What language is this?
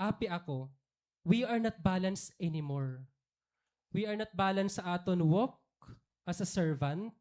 Waray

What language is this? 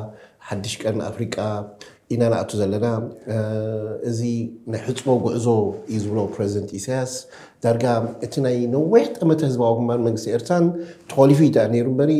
Tigrinya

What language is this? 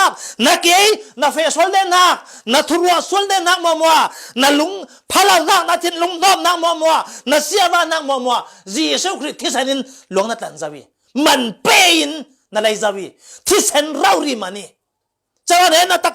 Falam Chin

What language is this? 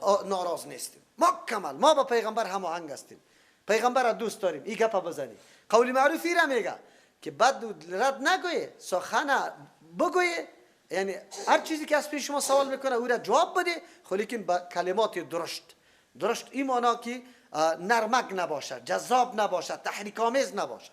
Persian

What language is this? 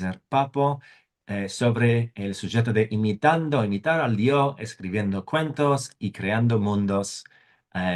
Ladino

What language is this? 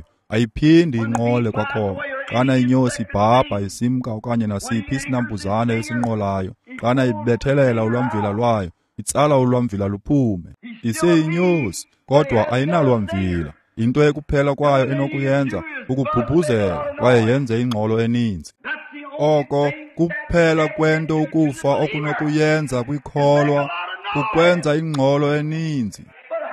Xhosa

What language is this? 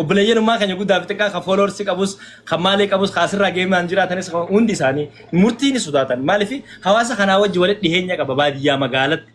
Oromo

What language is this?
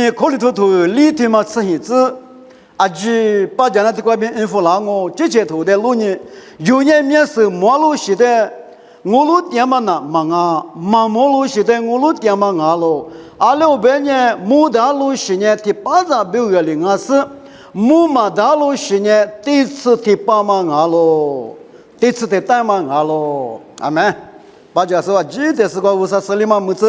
Lisu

